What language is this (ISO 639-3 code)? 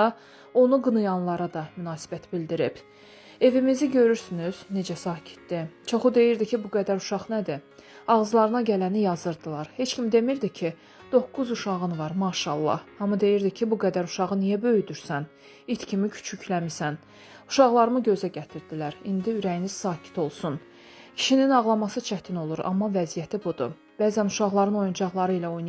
aze